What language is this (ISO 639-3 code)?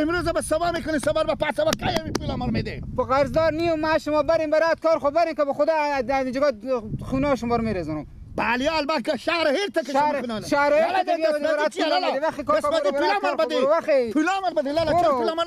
fas